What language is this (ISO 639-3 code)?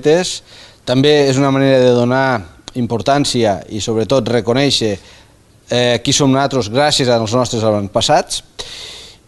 cat